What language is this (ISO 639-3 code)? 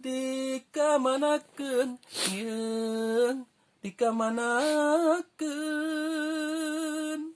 sun